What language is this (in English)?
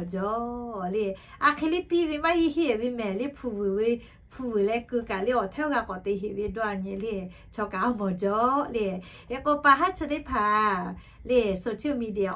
Lahu